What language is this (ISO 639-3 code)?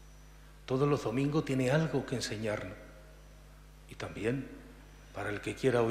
spa